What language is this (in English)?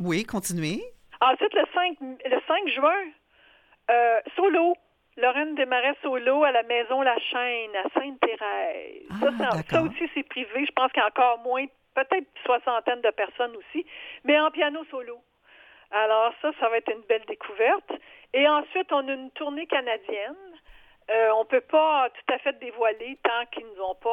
French